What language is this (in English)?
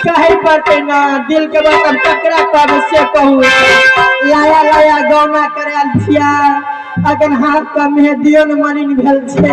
Maithili